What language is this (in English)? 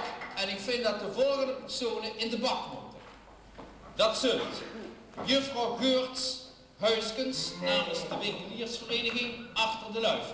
Limburgish